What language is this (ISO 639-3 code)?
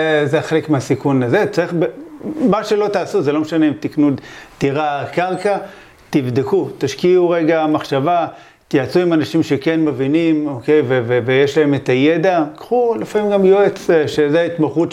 heb